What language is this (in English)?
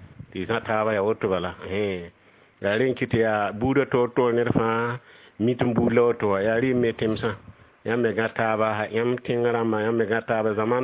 Mossi